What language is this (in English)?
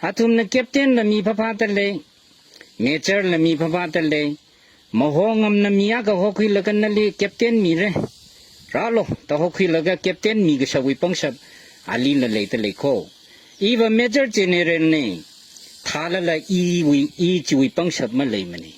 Tangkhul Naga (India)